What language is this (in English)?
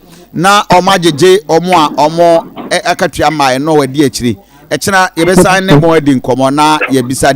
Akan